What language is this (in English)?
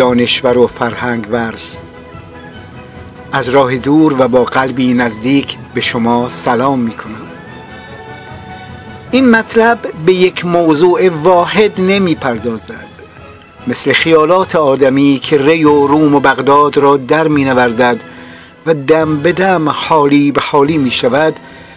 Persian